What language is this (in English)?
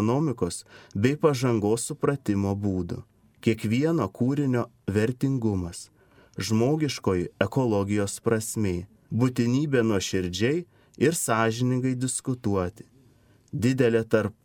Lithuanian